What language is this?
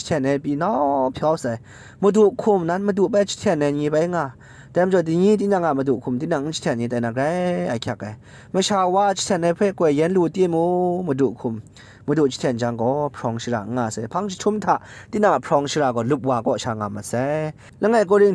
Kachin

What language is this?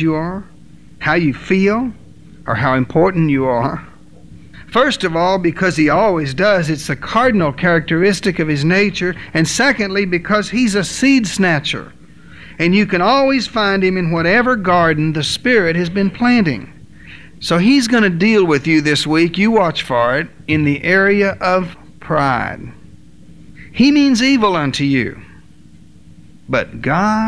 English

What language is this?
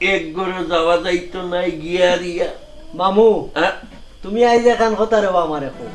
Sylheti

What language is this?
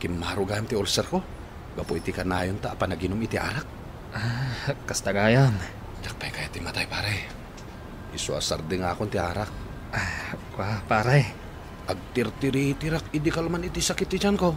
Iloko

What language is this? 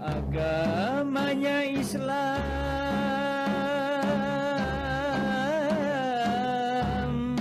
Banjar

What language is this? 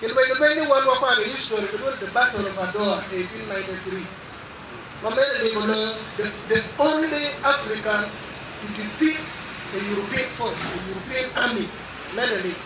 Acoli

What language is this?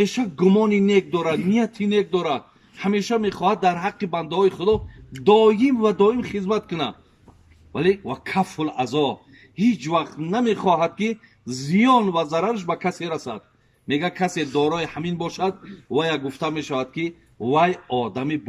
Tajik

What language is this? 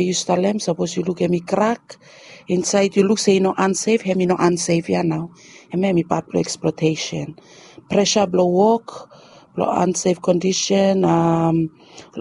Bislama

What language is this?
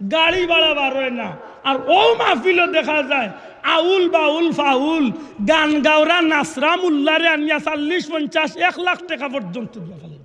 Sylheti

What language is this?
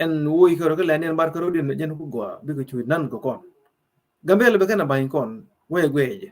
Nuer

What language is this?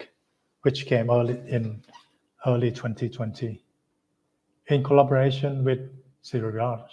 English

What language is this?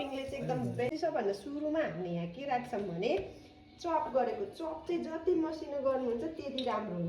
Nepali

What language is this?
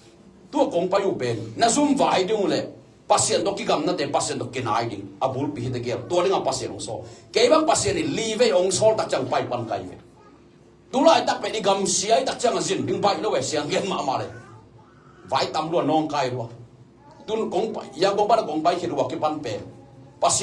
Tedim Chin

